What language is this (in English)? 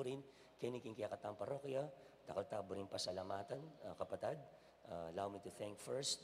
Pampanga